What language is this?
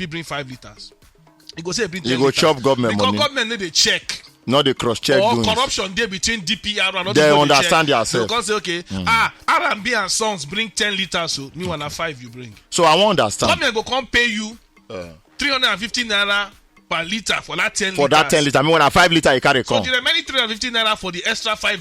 Nigerian Pidgin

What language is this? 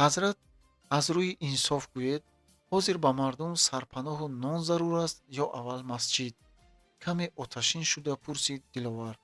Tajik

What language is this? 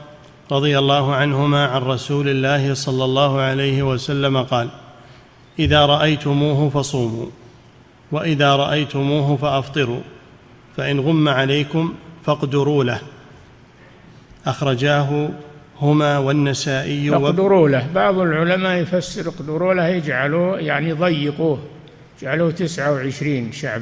Arabic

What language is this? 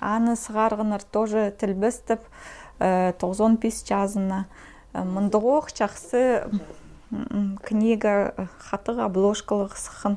Khakas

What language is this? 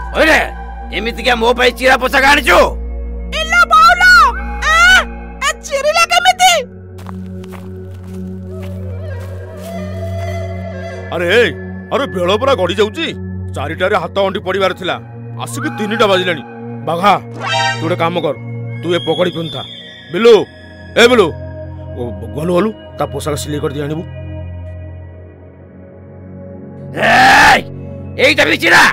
Odia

